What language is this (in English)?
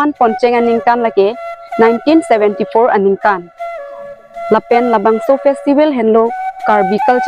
Karbi